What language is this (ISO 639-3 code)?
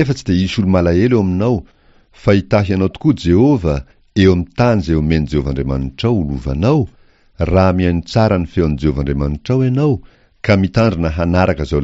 mlg